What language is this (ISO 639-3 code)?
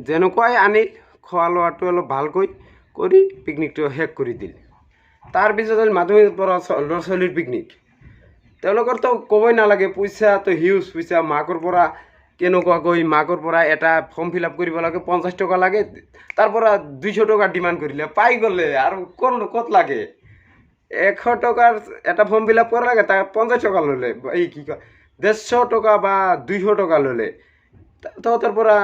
asm